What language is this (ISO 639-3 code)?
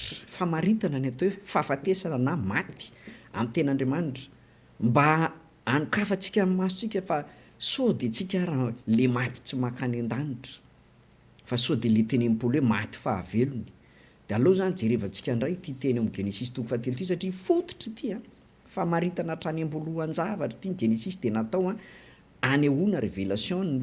mlg